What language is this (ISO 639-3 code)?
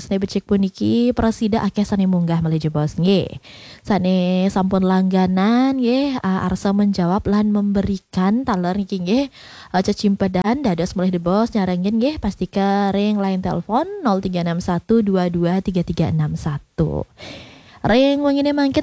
ban